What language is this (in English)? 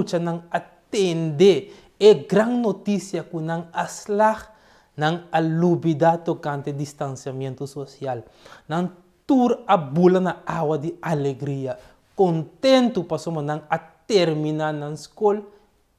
Papiamento